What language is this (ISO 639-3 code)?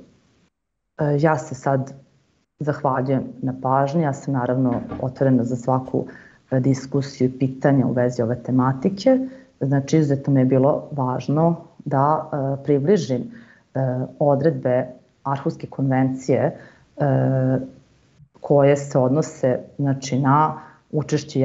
srp